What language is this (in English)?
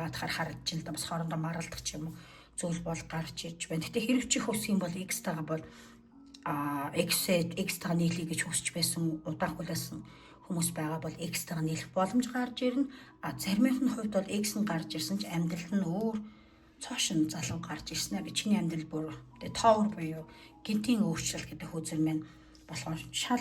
Mongolian